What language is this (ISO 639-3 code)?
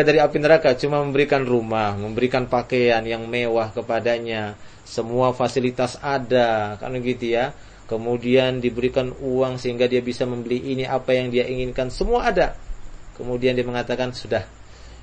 ind